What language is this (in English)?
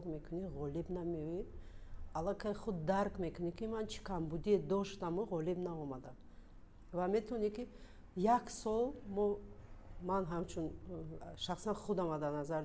Tajik